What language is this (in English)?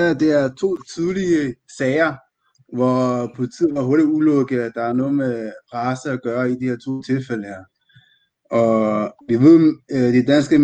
Danish